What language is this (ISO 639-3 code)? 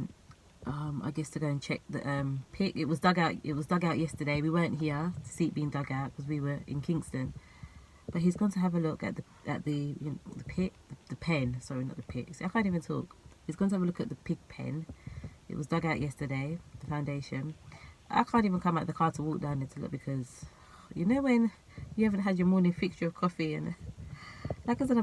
jam